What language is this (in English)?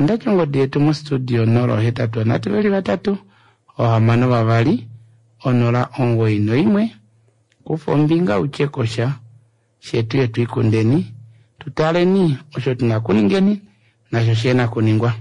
Kuanyama